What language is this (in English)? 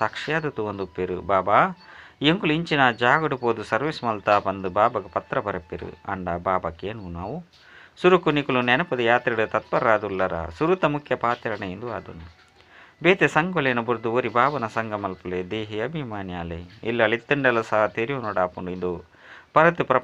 Tulu